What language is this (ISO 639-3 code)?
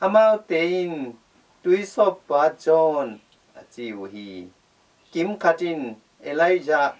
ctd